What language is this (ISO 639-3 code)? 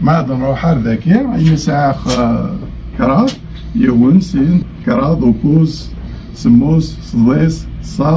kab